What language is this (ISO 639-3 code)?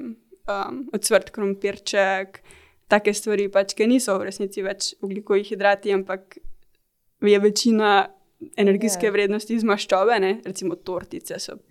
slv